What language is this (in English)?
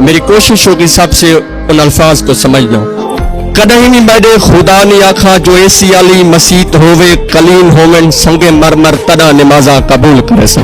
Saraiki